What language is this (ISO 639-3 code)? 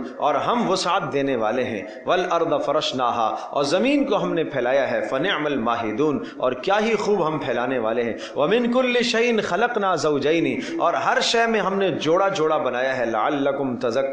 urd